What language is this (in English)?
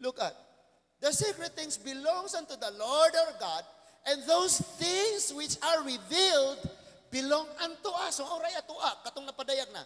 Cebuano